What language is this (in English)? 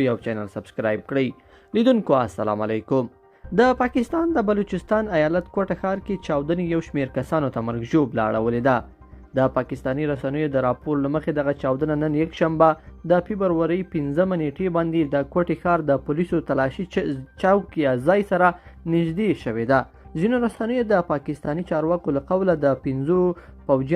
Pashto